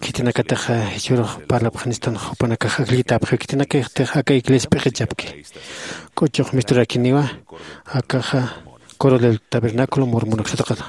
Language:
Aymara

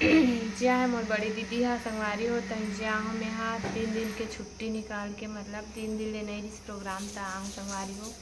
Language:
Chhattisgarhi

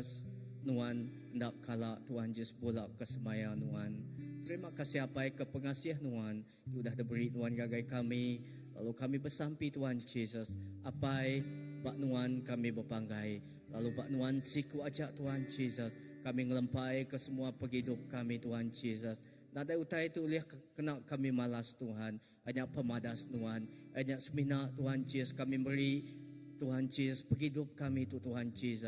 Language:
Iban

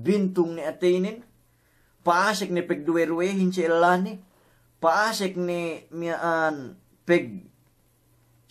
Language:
Yakan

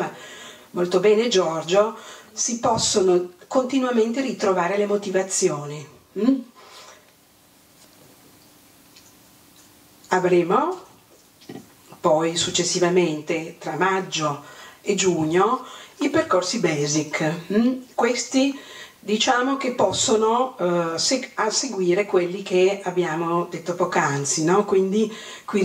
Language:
Italian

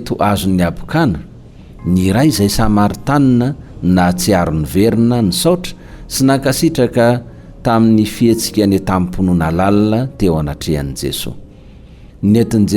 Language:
Malagasy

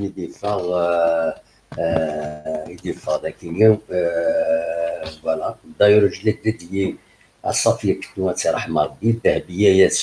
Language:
Kabyle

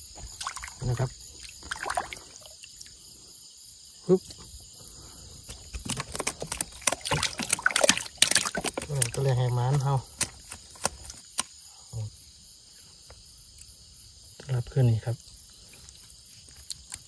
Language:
Northeastern Thai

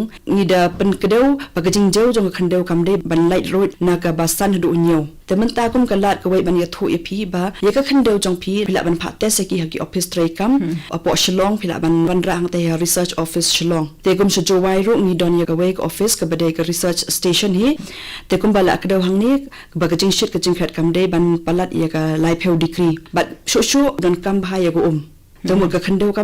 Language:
Khasi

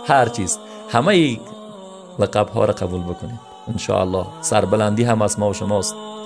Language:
Persian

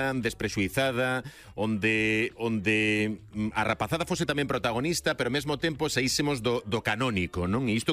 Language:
Galician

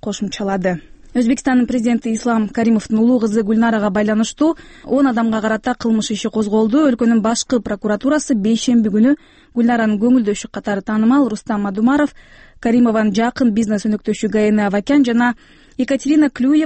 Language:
Kyrgyz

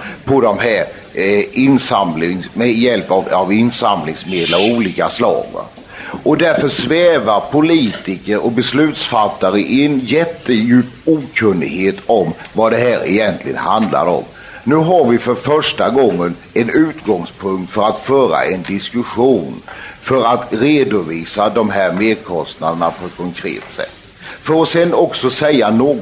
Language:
Swedish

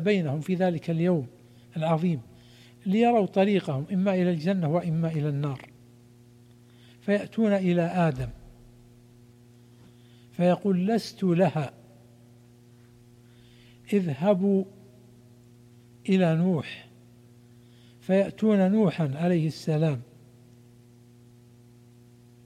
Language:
Arabic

